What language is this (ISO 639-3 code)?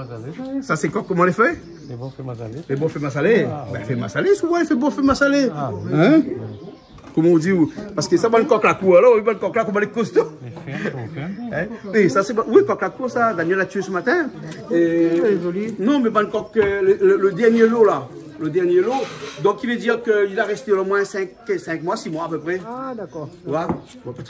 rcf